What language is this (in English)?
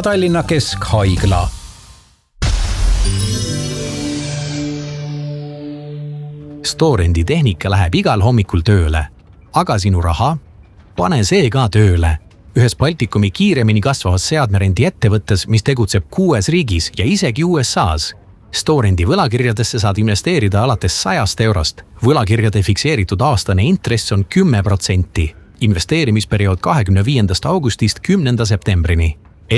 Estonian